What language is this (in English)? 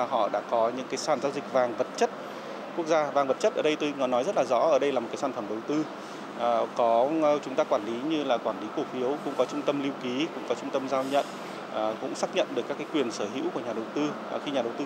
Vietnamese